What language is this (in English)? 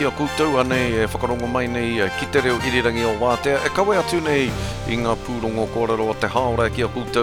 Māori